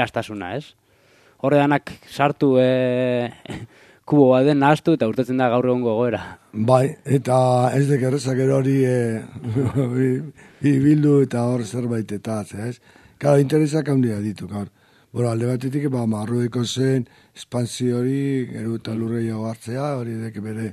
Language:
Basque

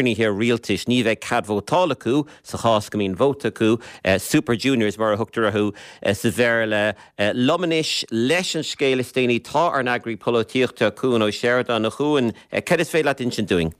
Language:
Irish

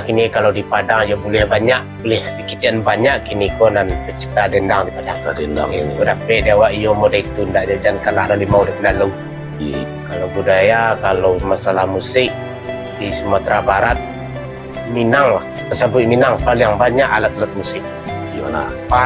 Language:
Minangkabau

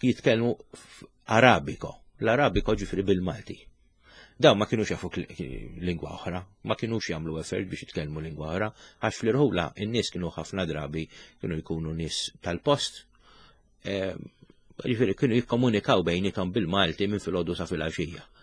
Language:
Maltese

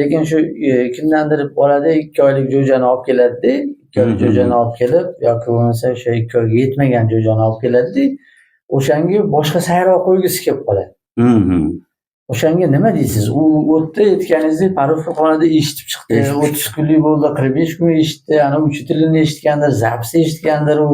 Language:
Uzbek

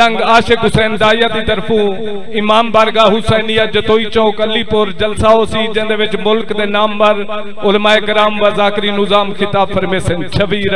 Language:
Saraiki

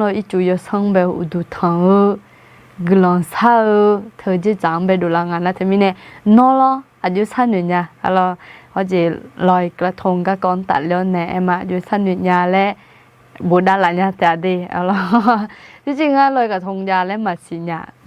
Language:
Akha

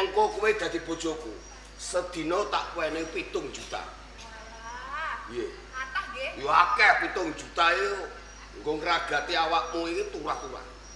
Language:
Javanese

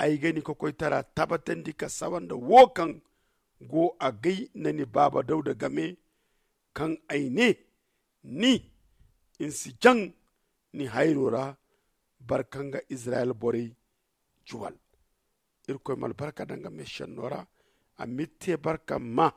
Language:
Zarma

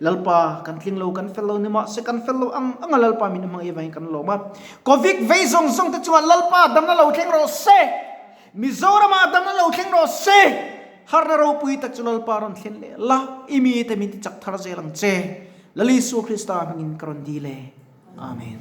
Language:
Mizo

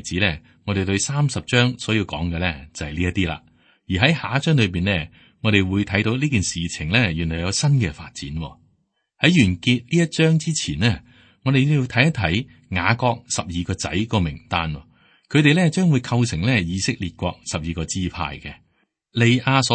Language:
Cantonese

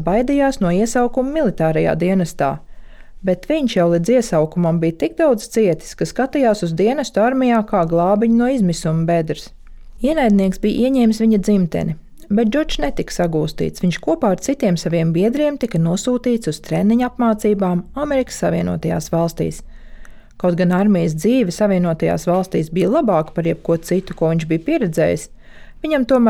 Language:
Latvian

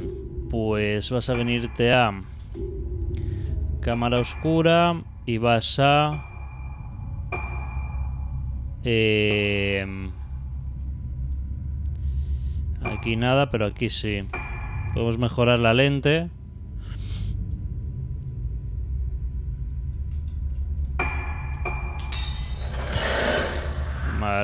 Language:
Spanish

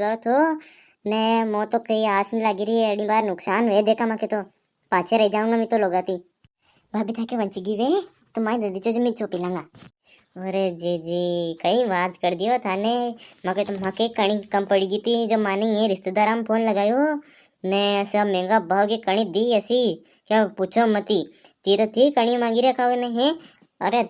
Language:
Rajasthani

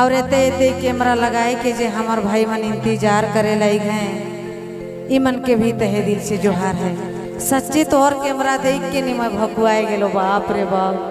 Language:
Sadri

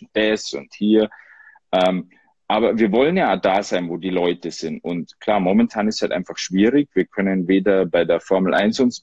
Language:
German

